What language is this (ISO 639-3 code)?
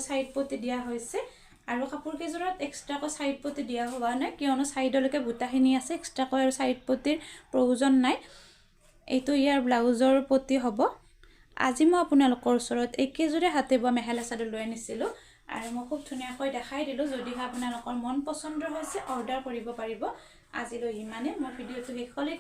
asm